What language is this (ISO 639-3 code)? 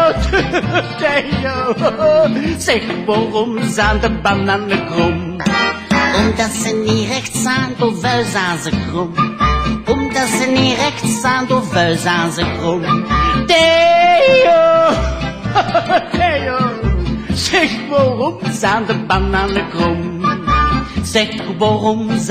nld